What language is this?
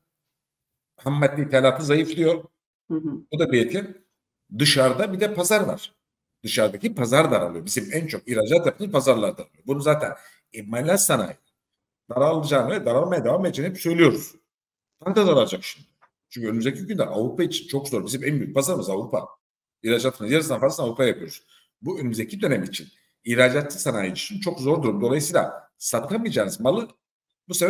Turkish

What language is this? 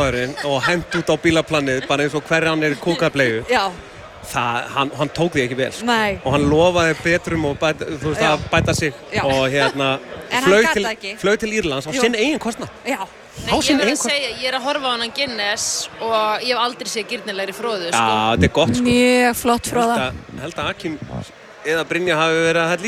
Icelandic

